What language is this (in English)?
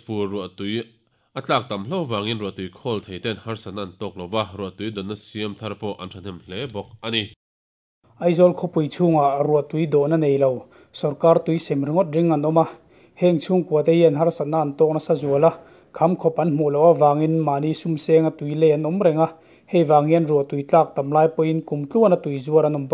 Mizo